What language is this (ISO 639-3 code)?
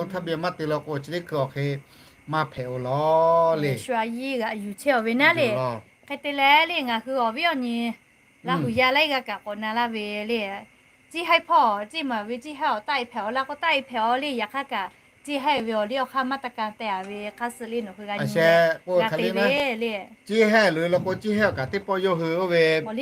lhu